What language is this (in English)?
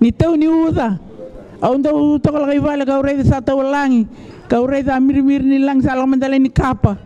Fijian